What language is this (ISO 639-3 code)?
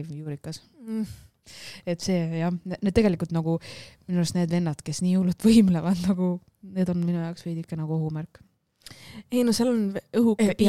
est